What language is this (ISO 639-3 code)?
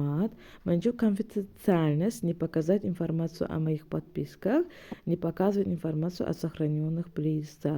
tgk